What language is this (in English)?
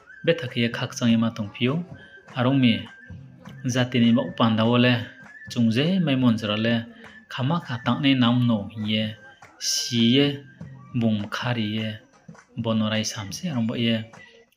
Riang (India)